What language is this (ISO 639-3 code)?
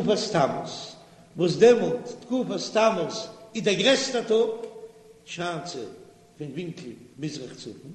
yid